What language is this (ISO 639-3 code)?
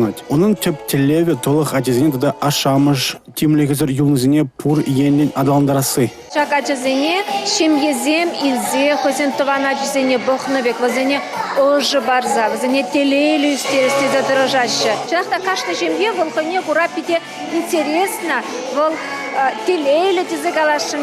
chv